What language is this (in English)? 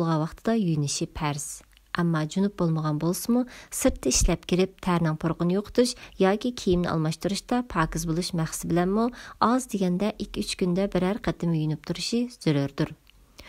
Uyghur